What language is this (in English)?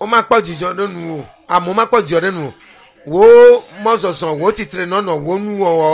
Ewe